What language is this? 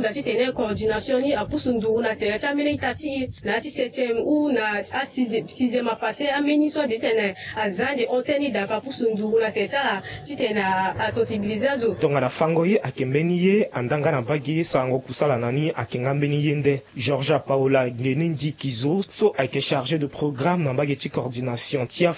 Sango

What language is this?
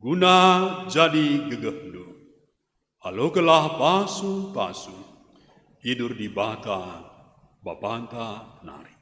Batak Karo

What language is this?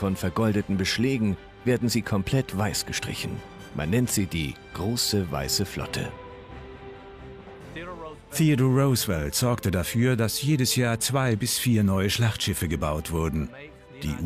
German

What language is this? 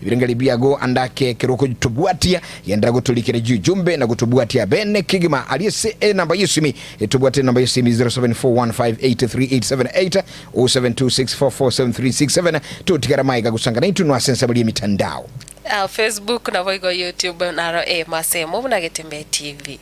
Gusii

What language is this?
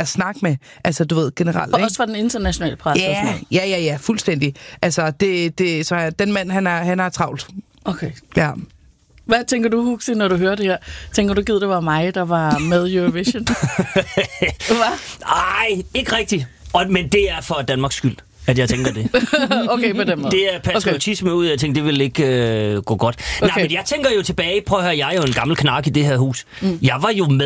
Danish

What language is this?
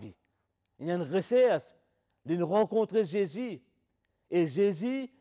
Morisyen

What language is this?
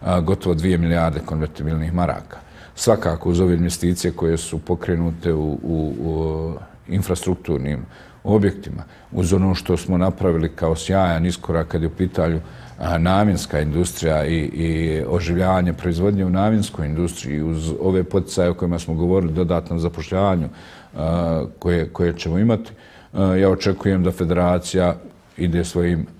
Bosnian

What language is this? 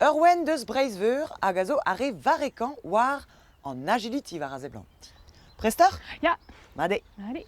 Breton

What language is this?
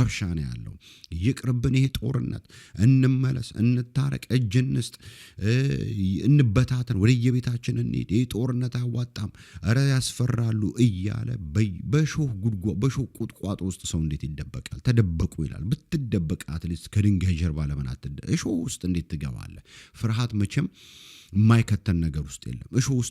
Amharic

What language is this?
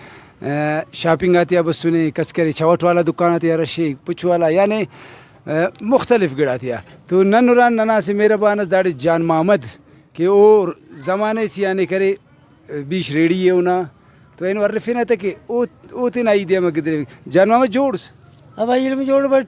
Brahui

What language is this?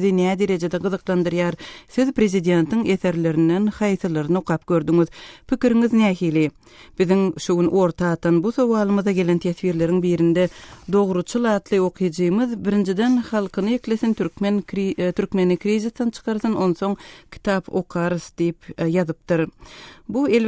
Turkmen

